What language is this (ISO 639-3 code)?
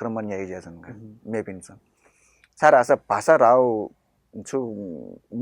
new